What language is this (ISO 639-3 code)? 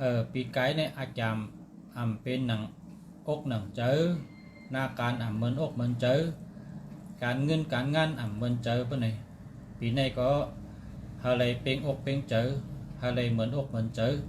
shn